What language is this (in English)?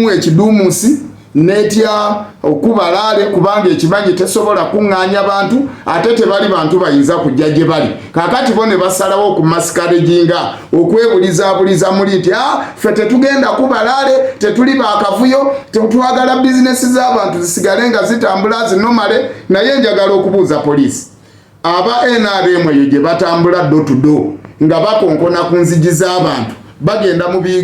Ganda